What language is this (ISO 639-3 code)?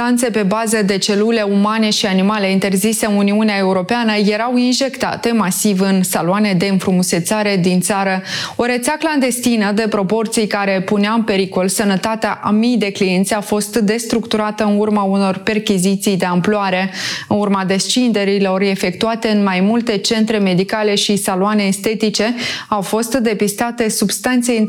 ron